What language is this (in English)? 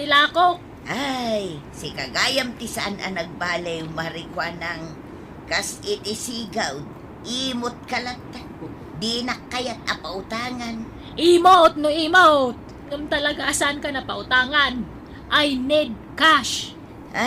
Iloko